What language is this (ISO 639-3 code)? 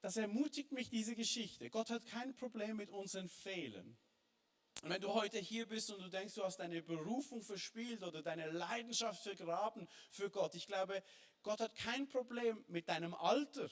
gsw